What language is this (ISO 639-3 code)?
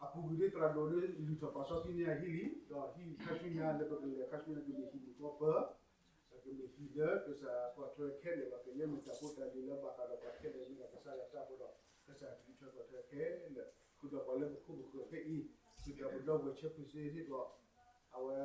ksw